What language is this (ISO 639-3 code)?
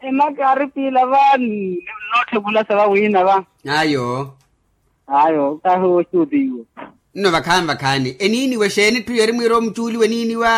vmw